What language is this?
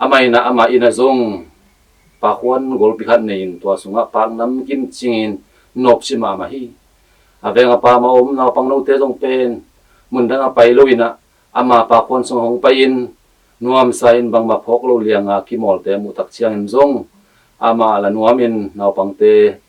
Tedim Chin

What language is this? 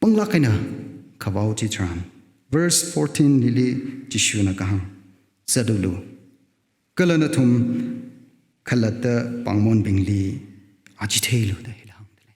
Tangkhul Naga (India)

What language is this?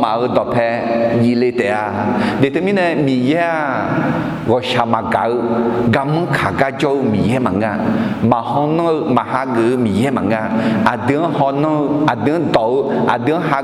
Akha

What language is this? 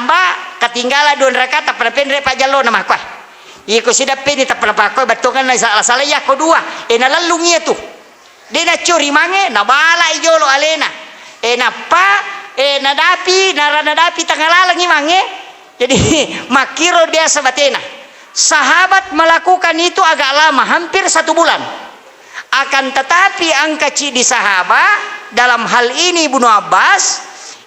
Buginese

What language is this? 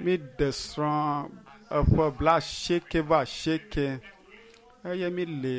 Ewe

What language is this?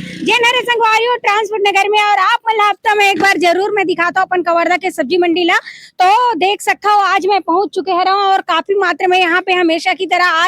Chhattisgarhi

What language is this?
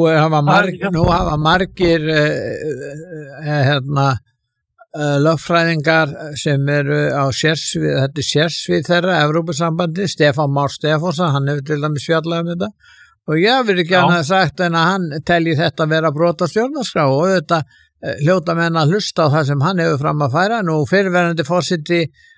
Icelandic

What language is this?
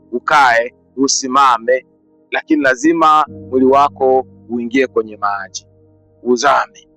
Swahili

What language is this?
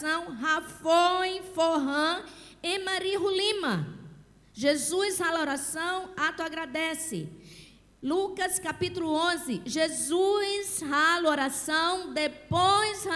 Tetum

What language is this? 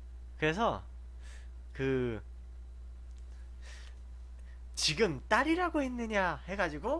Korean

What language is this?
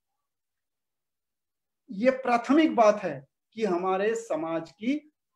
Hindi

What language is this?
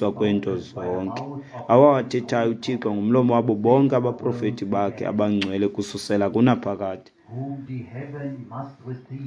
Xhosa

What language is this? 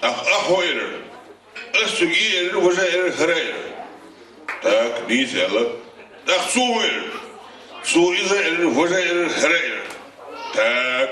Chechen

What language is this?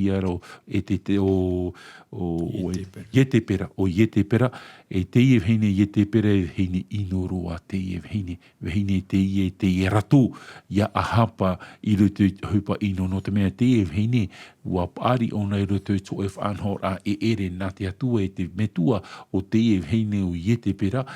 Tahitian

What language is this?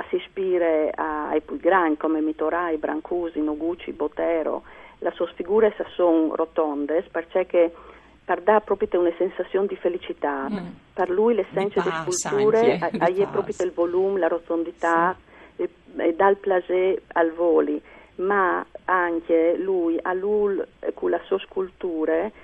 Friulian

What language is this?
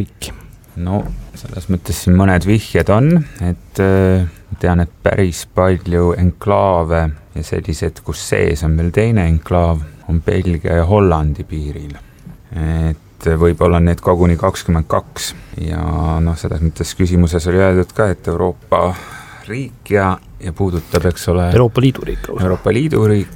Estonian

